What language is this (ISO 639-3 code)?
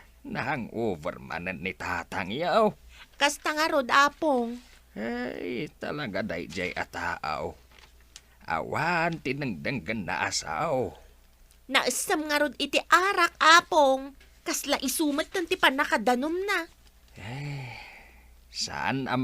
ilo